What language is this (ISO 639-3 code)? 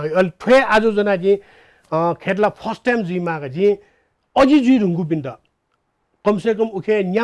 new